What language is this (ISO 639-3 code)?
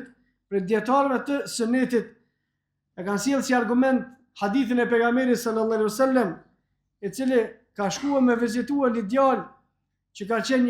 sqi